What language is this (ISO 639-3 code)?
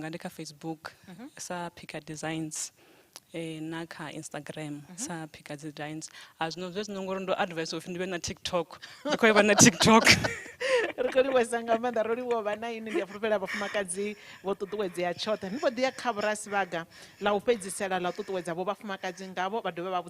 ven